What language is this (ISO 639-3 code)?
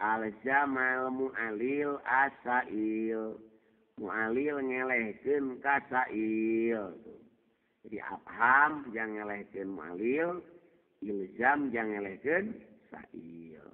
sun